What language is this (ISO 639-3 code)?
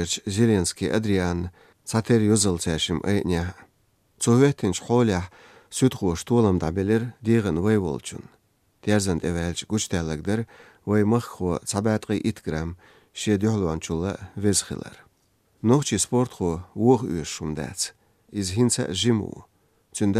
che